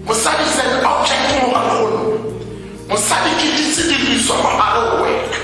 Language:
Tswana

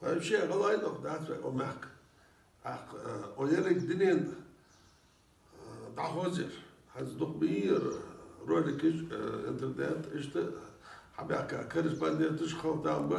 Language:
Ingush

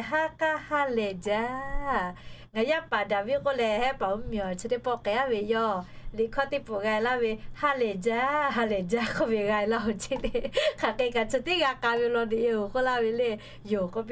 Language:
Lahu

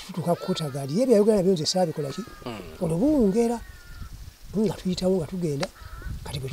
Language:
Ganda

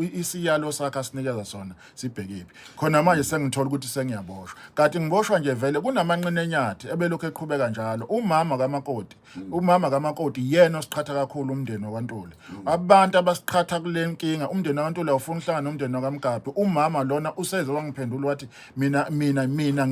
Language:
Zulu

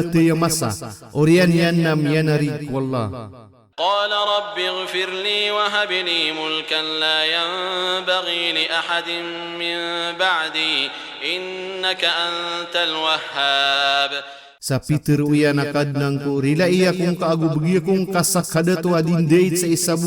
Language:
Maranao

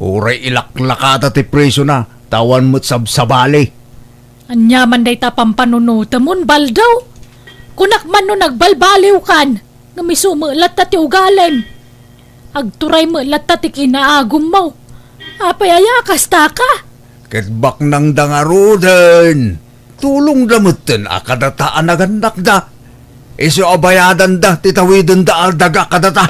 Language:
Iloko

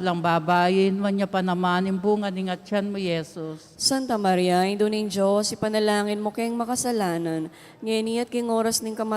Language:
Pampanga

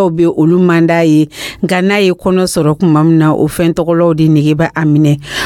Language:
Dyula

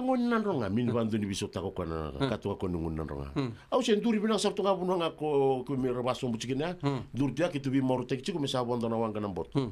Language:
Fijian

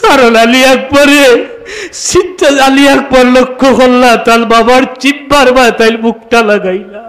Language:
Sylheti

